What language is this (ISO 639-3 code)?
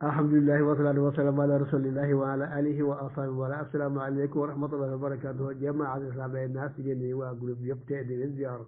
wol